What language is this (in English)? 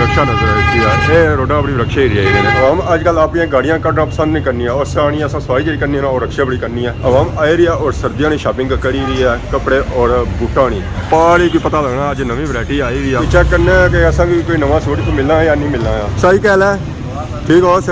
Pahari-Potwari